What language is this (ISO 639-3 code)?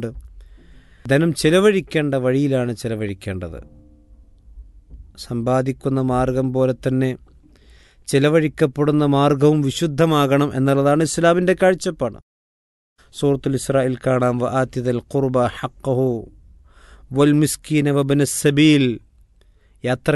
mal